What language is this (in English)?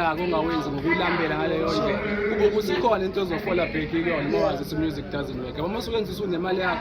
Zulu